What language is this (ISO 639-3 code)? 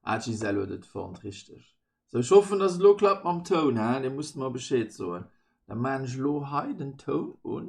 ltz